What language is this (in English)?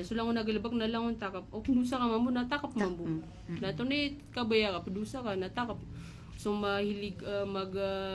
Maranao